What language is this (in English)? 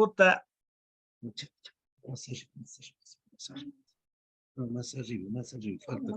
Quechua